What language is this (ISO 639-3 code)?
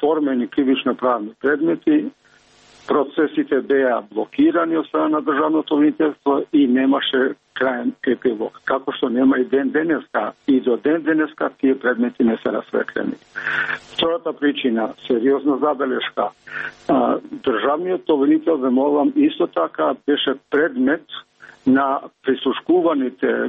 mkd